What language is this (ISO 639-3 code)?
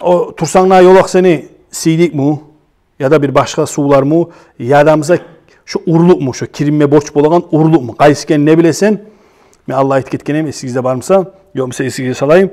kum